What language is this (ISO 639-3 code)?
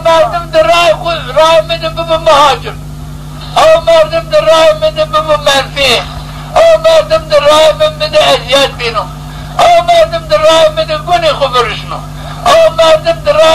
zza